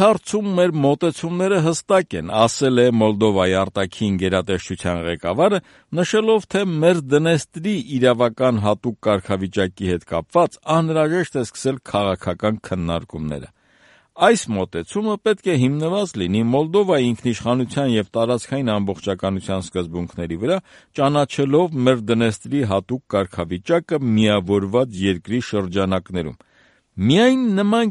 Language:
Armenian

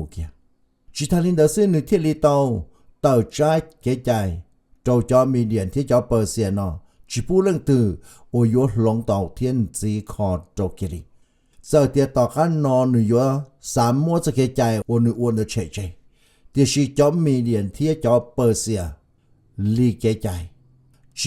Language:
Hmong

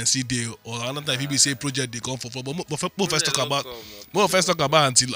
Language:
Nigerian Pidgin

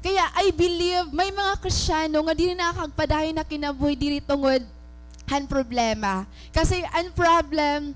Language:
Waray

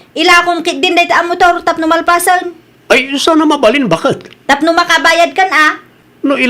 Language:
Iloko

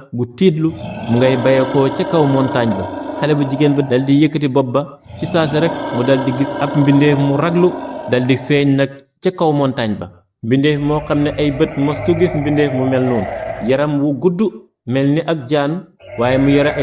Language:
Wolof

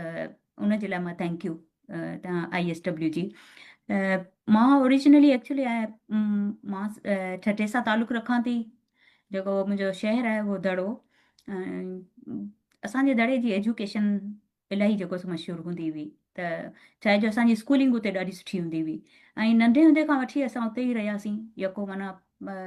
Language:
Sindhi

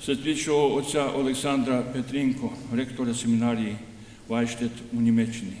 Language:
Rusyn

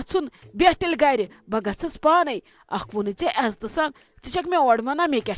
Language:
Kashmiri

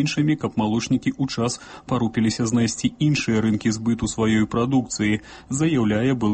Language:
Belarusian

